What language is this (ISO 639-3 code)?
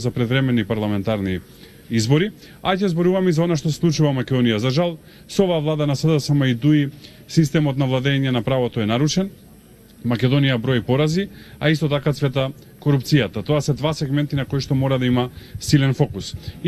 mkd